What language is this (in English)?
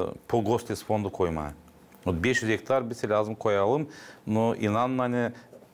Gagauz